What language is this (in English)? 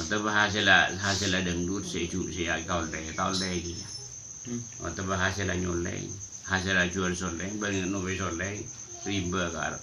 Madurese